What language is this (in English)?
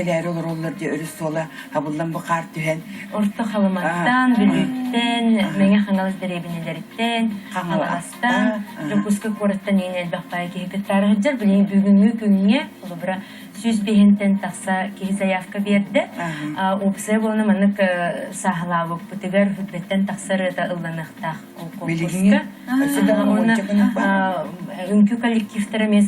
Yakut